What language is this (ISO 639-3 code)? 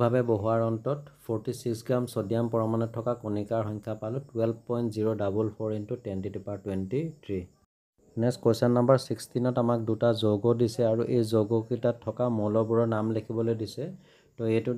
asm